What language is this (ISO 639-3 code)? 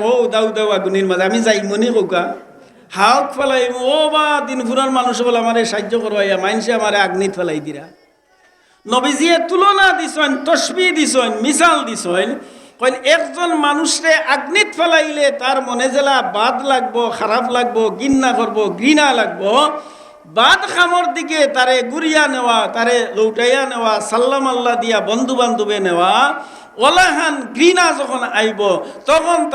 syl